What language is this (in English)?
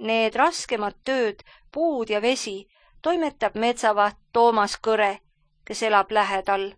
Estonian